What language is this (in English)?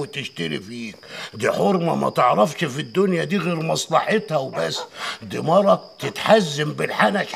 Egyptian Arabic